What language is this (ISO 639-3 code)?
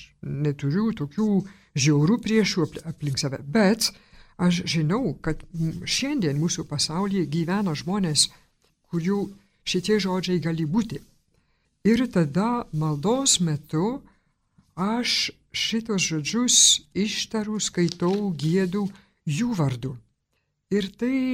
lit